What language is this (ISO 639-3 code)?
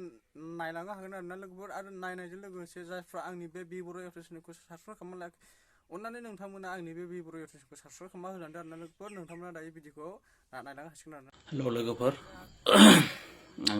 brx